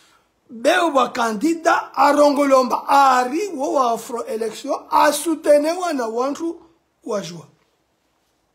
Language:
Swahili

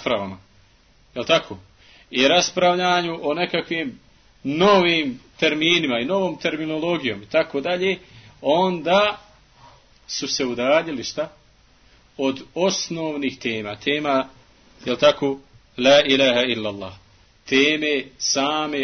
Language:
Bosnian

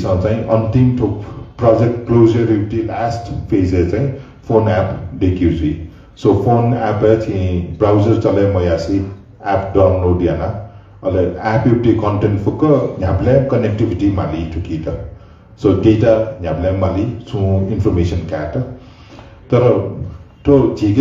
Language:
Newari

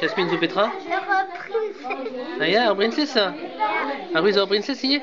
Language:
Breton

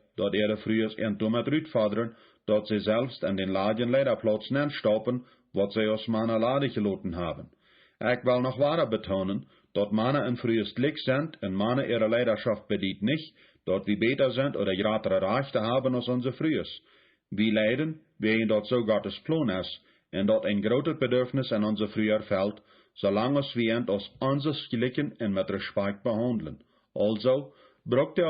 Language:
Plautdietsch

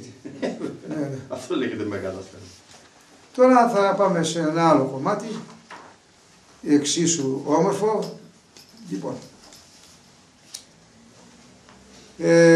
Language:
Greek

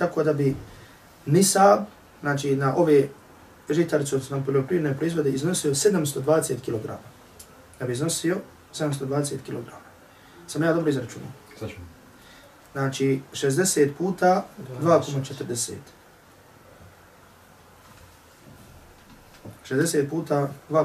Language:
Bosnian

